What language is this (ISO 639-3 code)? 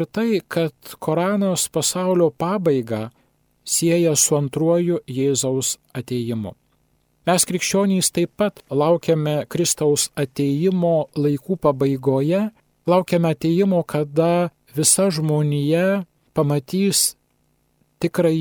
lit